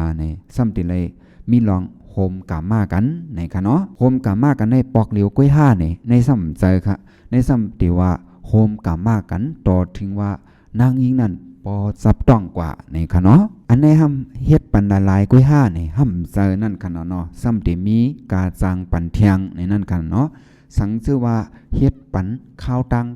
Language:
Shan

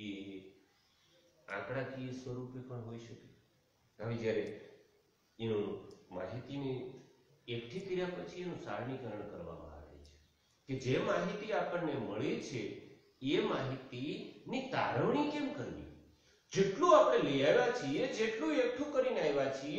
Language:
Gujarati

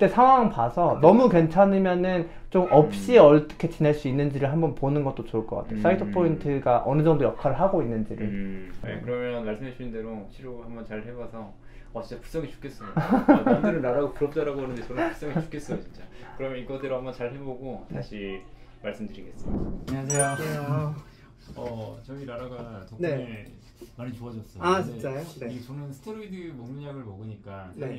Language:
Korean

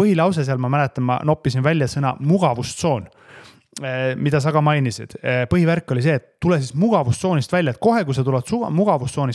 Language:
Estonian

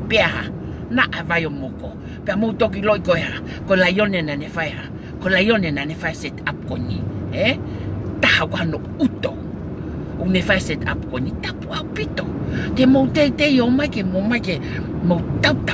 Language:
Tongan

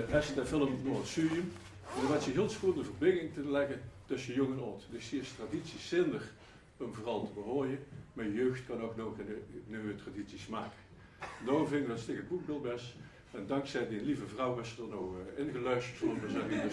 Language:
Limburgish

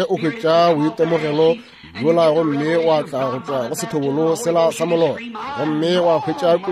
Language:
Northern Sotho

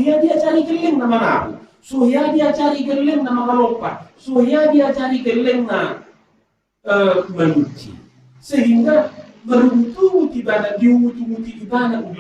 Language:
Batak Toba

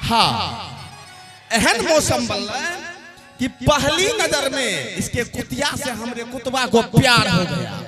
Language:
Maithili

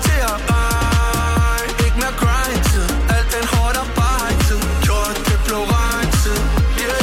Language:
Danish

